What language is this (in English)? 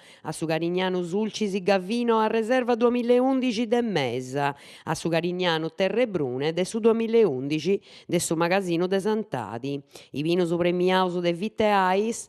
Sardinian